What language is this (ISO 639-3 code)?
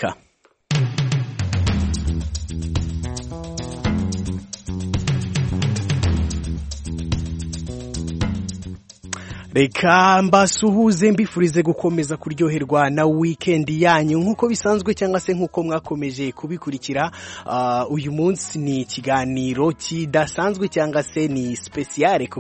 kin